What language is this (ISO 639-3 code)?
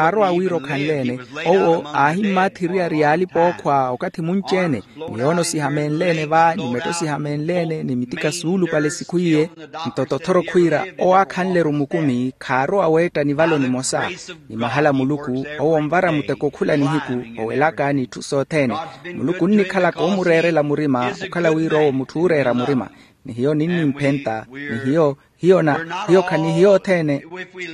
vmw